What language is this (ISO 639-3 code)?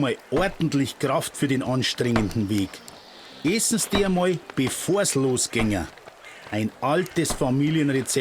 bar